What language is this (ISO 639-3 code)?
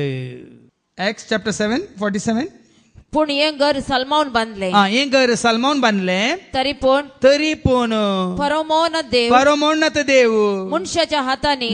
kok